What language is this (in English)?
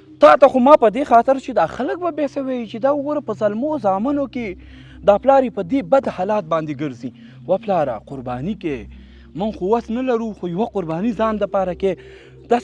Pashto